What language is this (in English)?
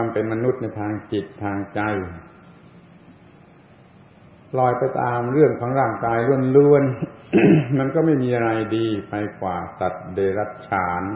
Thai